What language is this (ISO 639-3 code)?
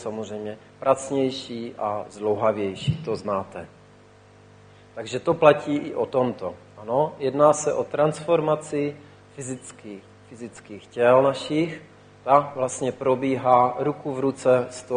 ces